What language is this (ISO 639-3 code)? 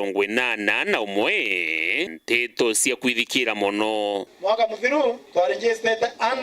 mer